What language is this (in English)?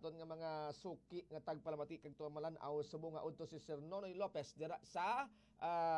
Hiligaynon